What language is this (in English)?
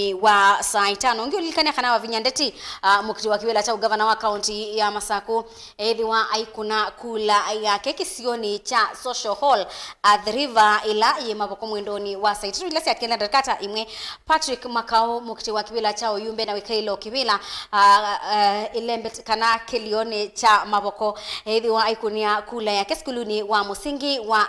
Kamba